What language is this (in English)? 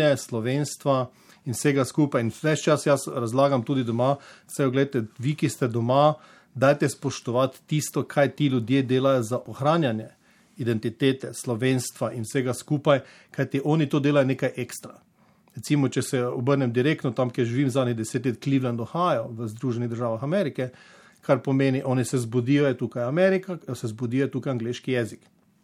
Slovenian